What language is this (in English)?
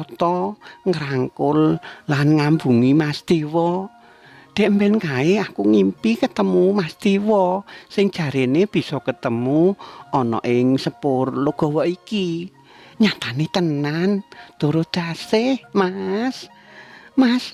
Javanese